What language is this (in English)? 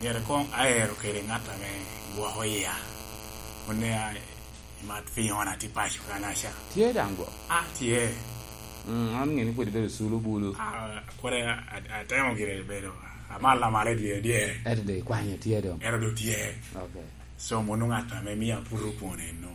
Lango (Uganda)